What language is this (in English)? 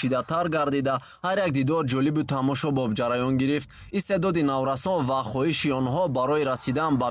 Tajik